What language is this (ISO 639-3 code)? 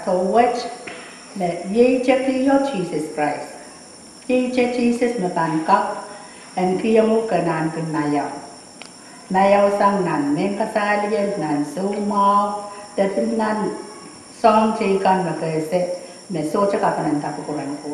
pon